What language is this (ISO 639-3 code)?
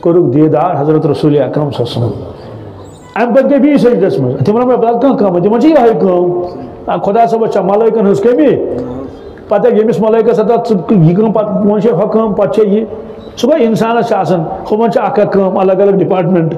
kas